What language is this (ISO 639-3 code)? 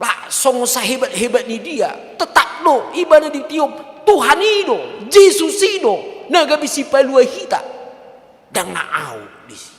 bbc